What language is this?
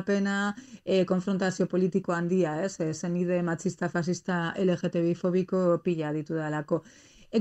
Basque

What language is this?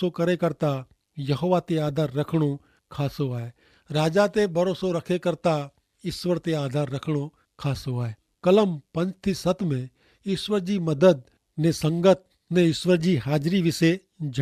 Kachhi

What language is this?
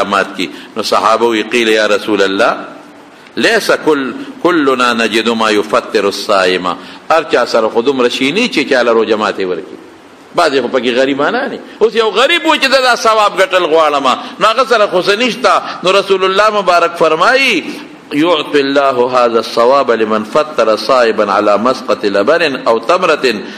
Pashto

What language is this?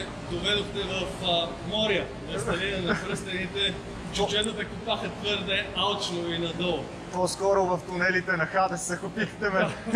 Bulgarian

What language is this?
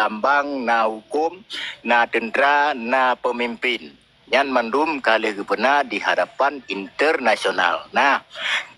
Achinese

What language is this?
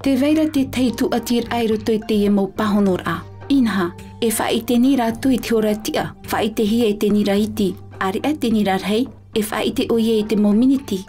Tahitian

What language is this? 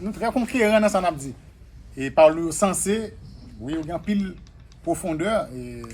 Haitian Creole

